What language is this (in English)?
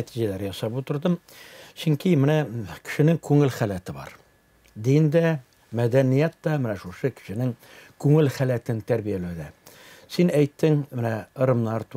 Tatar